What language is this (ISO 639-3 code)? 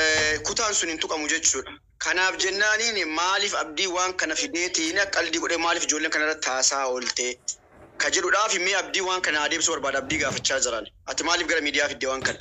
orm